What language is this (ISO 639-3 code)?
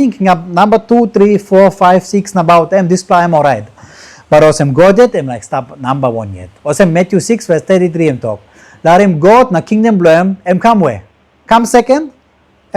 tpi